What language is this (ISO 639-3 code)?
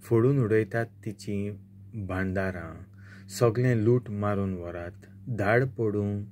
kok